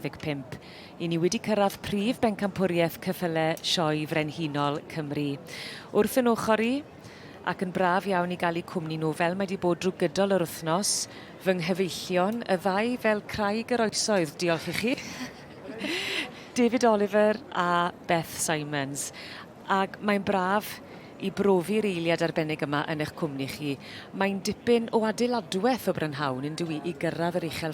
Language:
Welsh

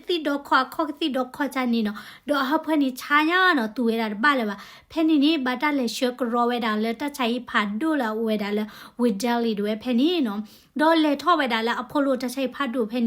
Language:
S'gaw Karen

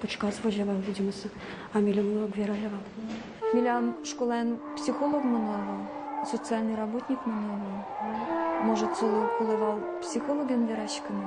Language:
Udmurt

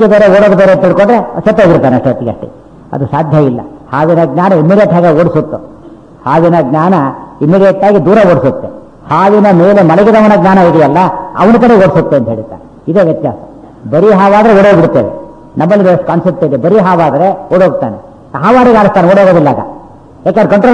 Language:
Kannada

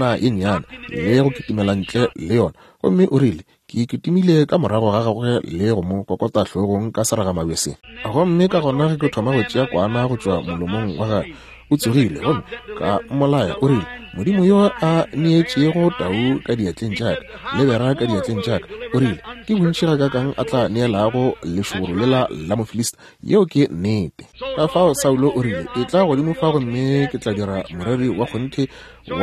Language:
Northern Sotho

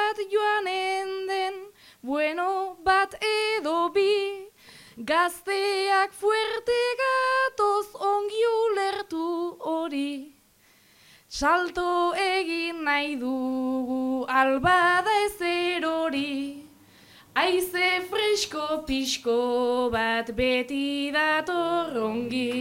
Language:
Basque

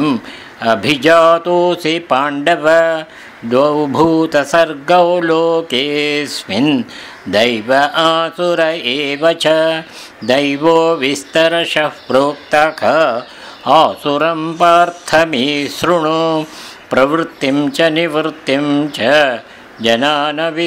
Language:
Sanskrit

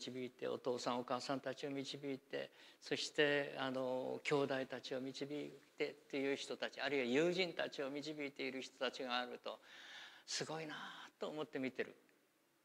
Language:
Japanese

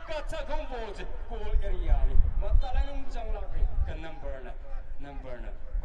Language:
Tangkhul Naga (India)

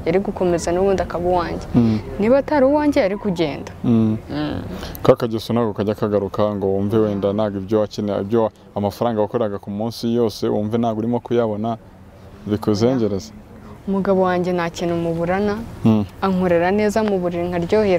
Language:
Kinyarwanda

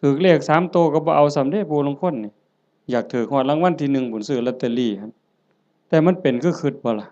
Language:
Northeastern Thai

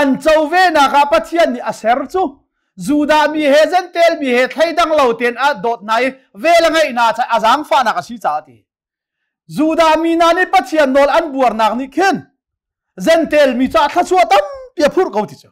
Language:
Hakha Chin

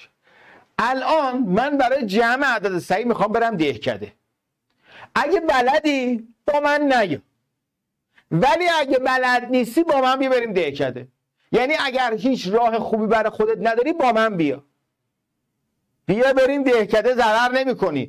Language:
Persian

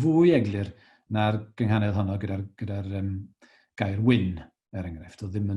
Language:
Welsh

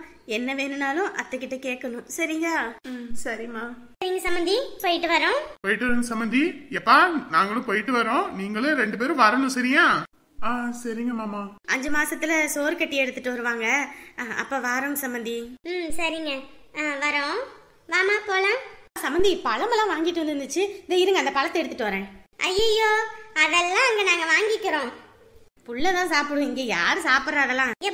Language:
Tamil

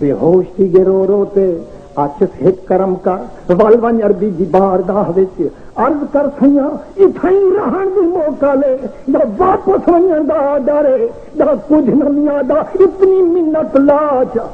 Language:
Saraiki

